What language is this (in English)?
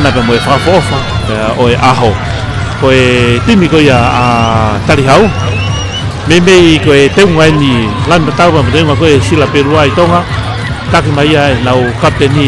Tongan